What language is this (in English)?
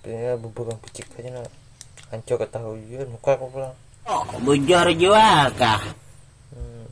Banjar